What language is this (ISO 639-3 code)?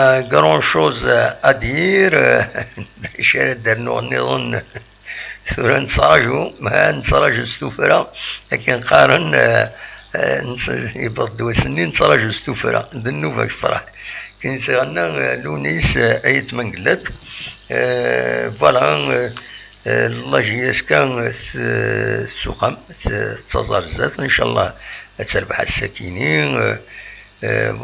kab